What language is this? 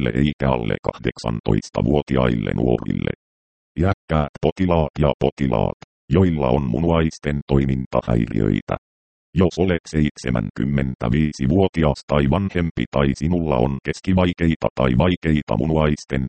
Finnish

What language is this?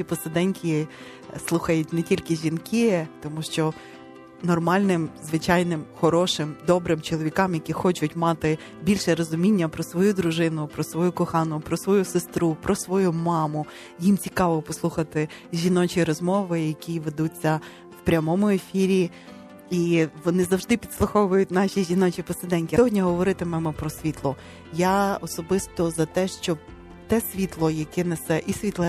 Ukrainian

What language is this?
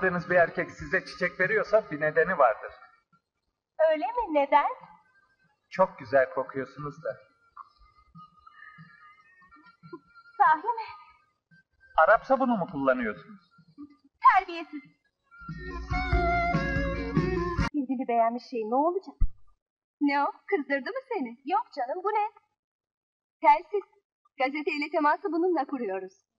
Turkish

